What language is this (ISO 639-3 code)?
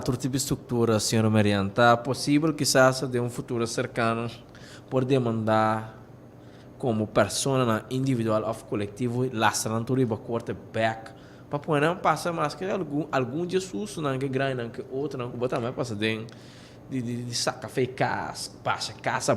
pap